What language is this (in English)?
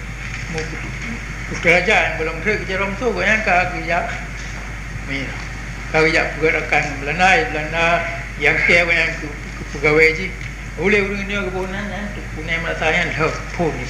Achinese